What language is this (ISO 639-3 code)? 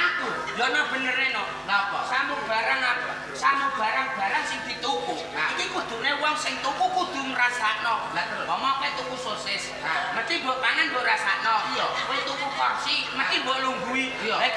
jav